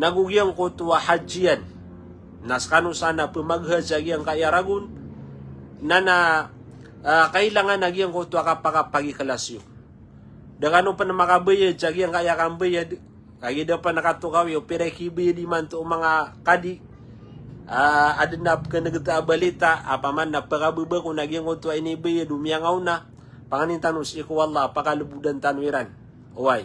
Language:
Maranao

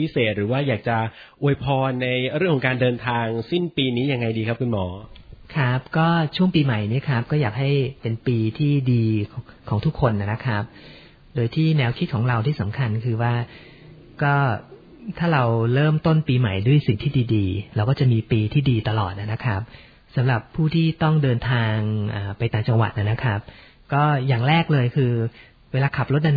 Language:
Thai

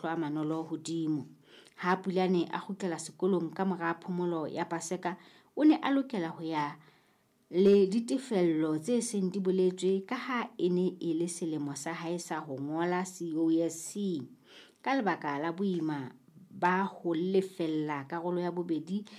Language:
Southern Sotho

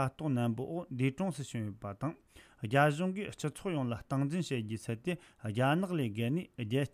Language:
Tibetan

